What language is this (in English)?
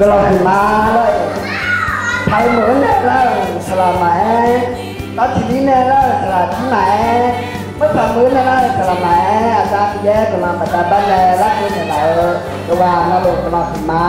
Akha